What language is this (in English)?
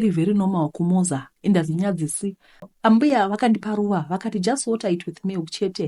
Shona